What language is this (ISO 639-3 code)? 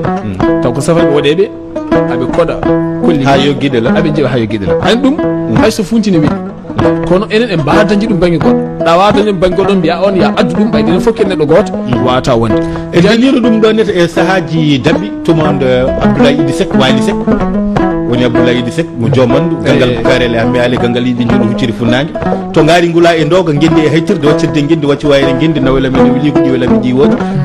ful